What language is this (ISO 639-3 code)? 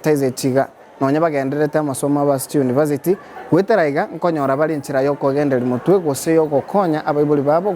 guz